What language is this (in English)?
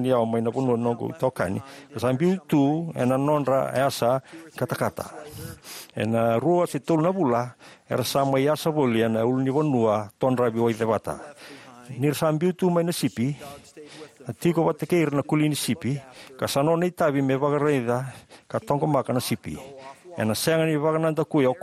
Fijian